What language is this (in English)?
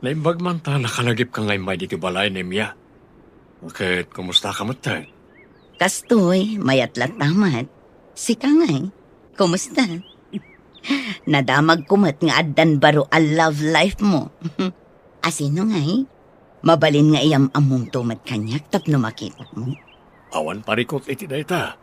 Iloko